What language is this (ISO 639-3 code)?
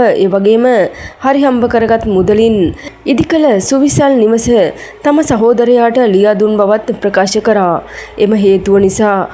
sin